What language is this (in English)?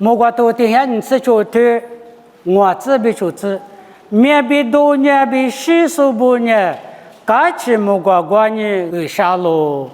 Lisu